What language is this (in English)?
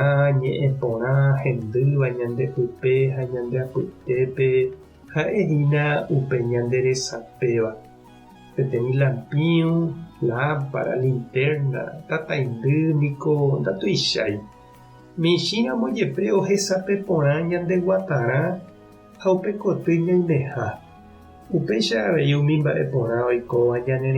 Guarani